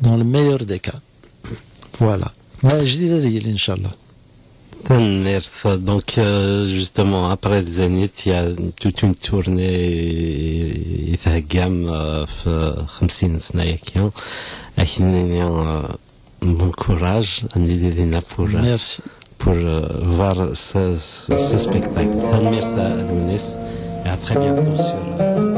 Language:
Kabyle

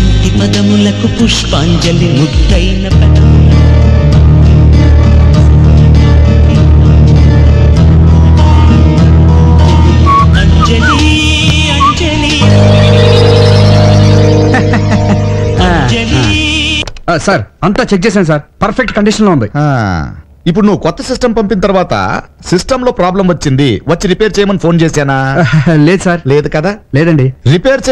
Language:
Telugu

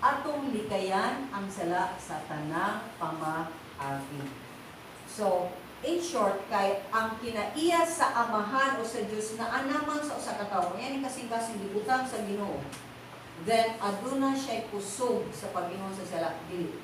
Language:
Cebuano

